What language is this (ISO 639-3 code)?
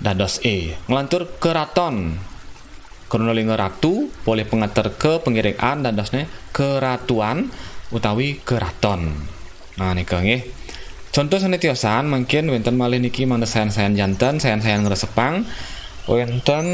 ban